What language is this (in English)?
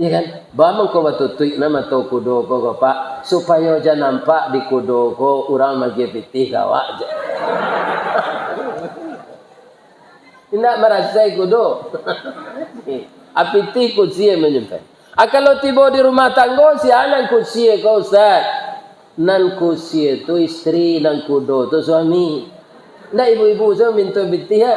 Minangkabau